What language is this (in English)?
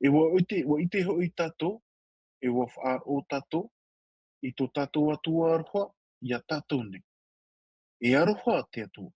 Tahitian